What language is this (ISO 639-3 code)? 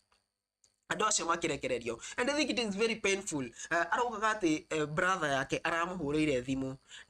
kik